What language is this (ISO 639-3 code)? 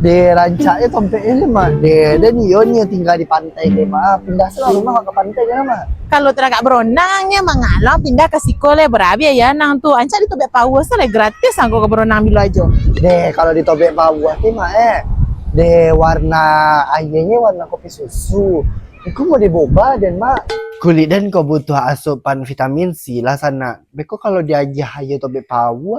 min